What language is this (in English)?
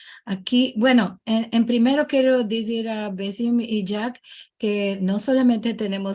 Ladino